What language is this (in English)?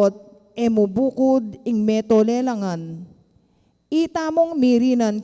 Pampanga